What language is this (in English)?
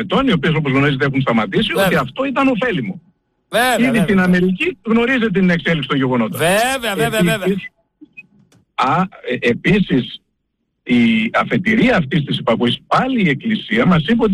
Greek